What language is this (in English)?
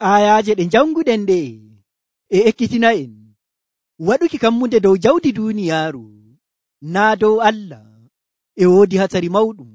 Nigerian Fulfulde